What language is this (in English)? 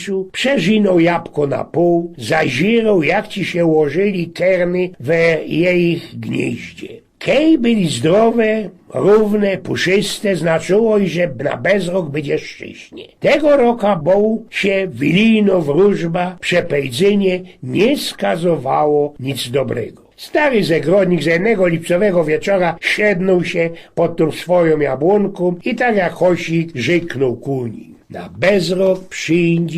Silesian